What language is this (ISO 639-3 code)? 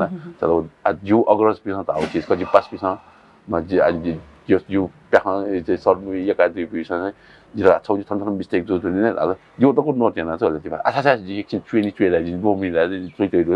new